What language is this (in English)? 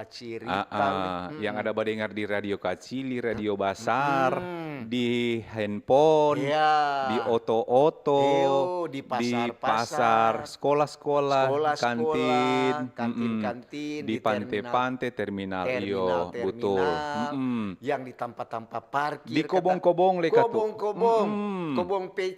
Manado Malay